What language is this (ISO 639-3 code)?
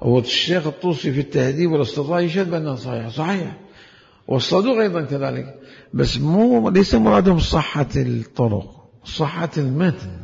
acm